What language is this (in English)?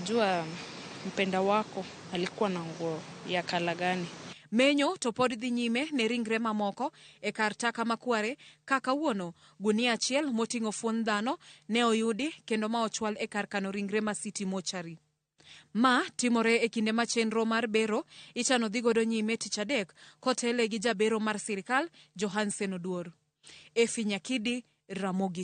Luo (Kenya and Tanzania)